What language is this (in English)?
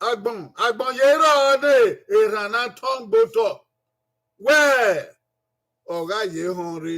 Bini